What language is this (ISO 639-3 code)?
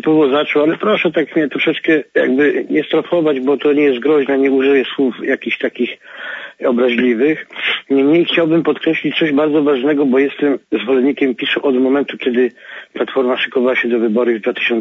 pol